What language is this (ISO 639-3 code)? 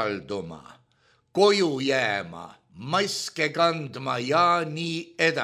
est